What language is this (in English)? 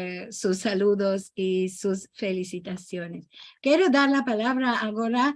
Ladino